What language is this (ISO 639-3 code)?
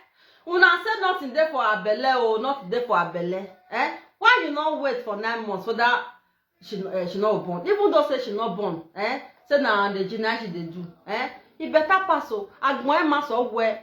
pcm